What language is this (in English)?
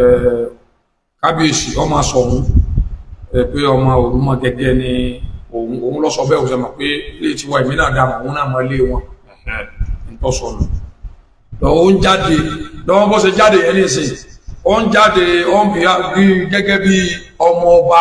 Yoruba